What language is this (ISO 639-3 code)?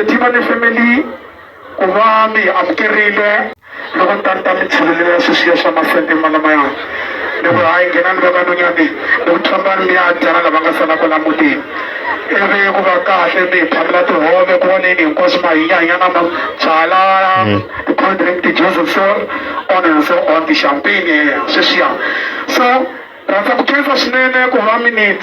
tso